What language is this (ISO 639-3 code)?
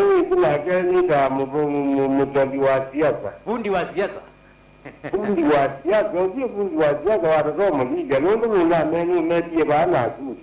kam